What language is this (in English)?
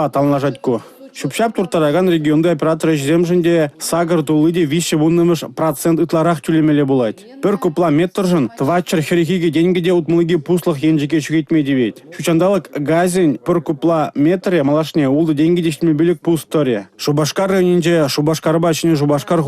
Chuvash